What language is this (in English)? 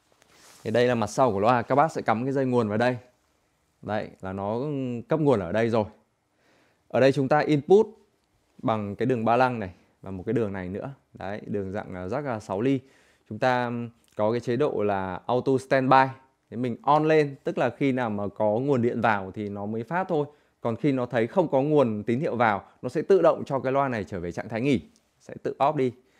Vietnamese